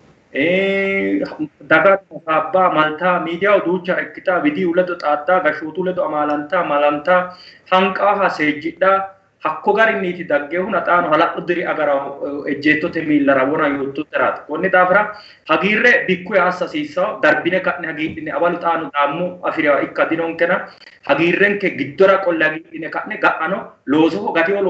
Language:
Sidamo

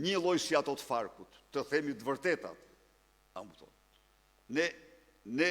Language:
Albanian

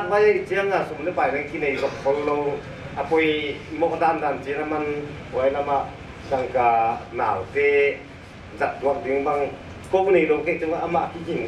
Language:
Paite Chin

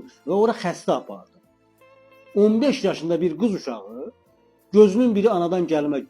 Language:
Azerbaijani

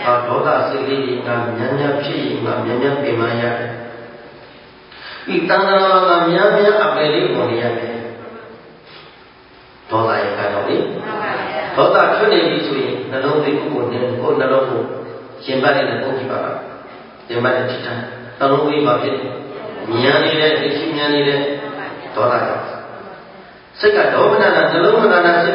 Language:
Burmese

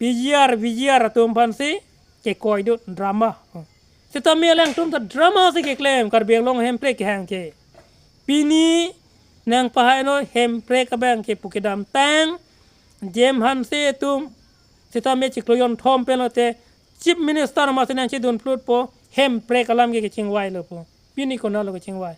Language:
Karbi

